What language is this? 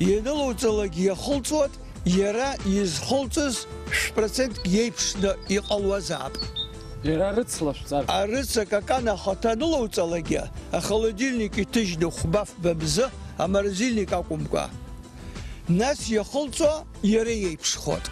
Abkhazian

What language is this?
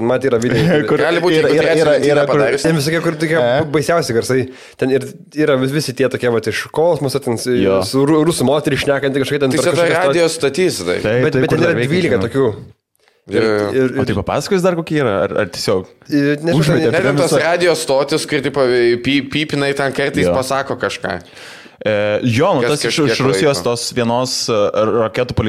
Lithuanian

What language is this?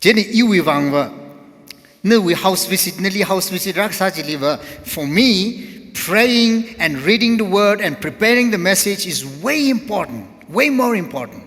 Tangkhul Naga (India)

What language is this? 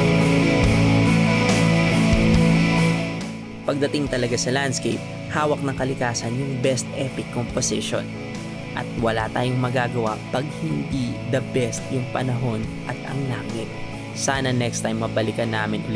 Filipino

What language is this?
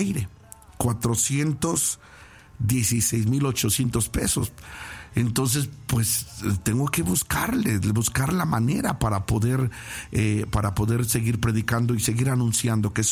Spanish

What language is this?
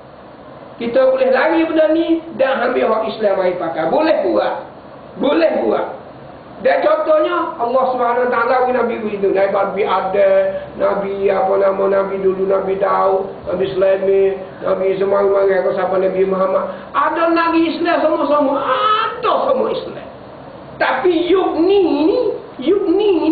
Malay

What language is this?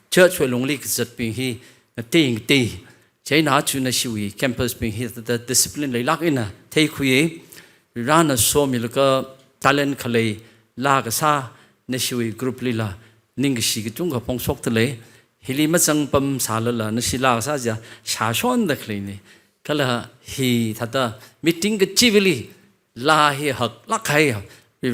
Tangkhul Naga (India)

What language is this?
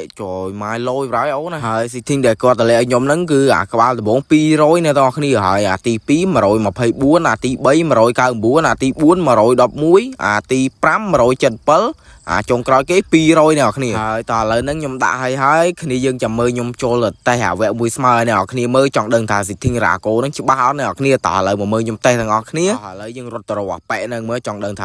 Khmer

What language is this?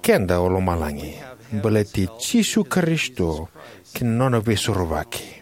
Fijian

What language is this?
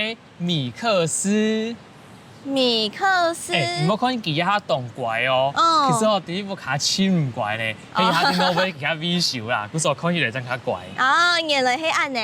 Hakka Chinese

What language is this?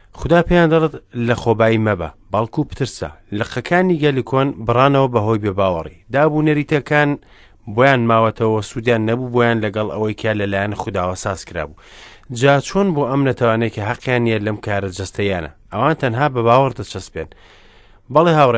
Central Kurdish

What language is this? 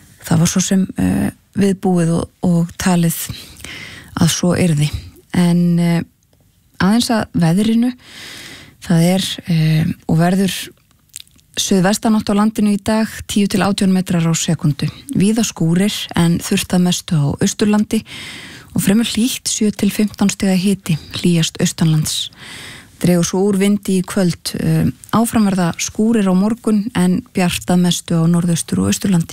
Icelandic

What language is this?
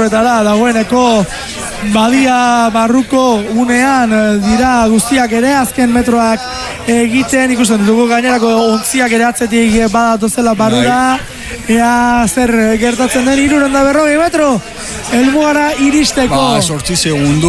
Basque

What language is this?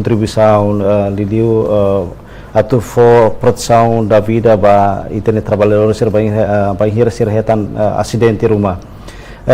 Tetum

